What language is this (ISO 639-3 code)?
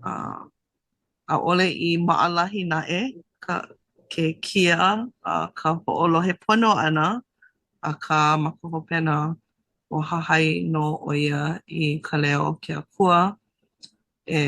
haw